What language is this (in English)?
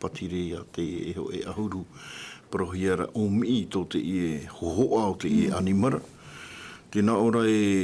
Tahitian